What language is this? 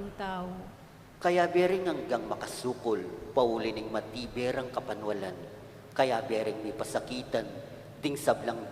Pampanga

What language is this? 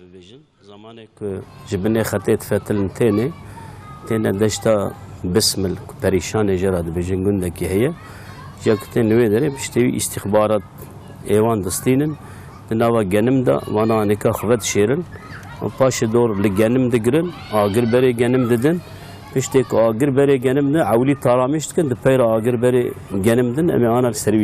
Kurdish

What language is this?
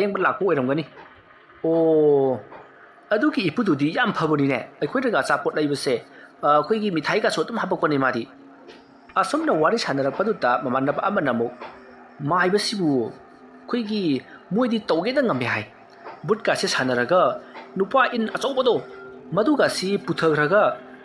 Manipuri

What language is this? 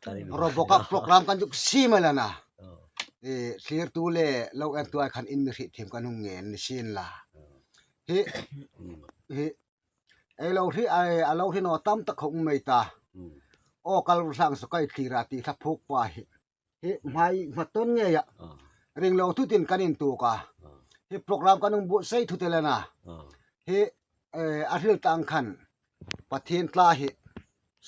Hmar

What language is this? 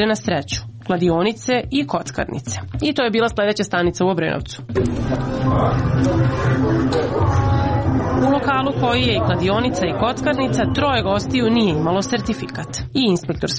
Serbian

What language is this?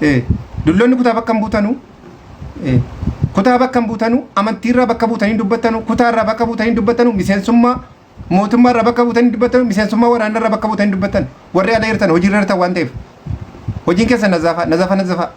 Oromo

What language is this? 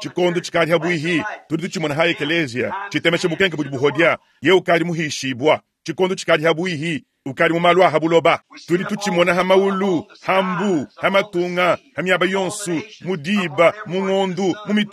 Luba-Lulua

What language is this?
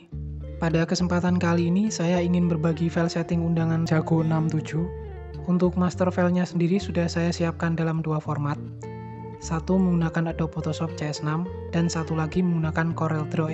Indonesian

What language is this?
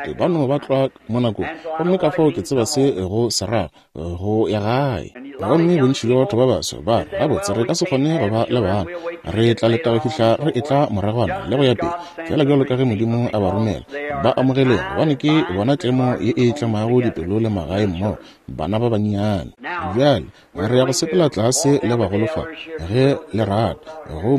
Northern Sotho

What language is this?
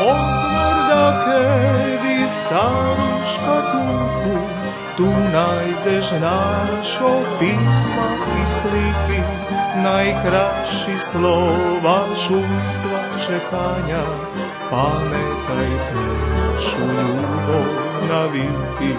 Rusyn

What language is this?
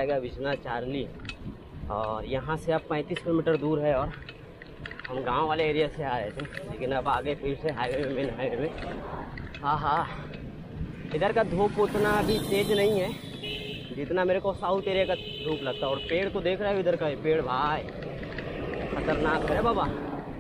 Hindi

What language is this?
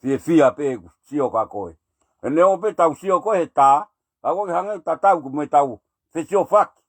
Tongan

